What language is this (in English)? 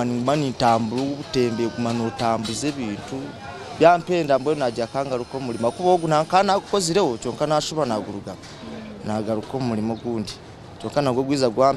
Nyankole